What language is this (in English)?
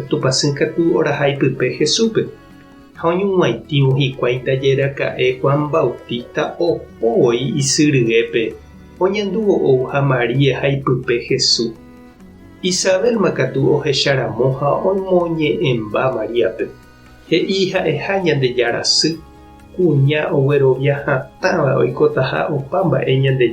Guarani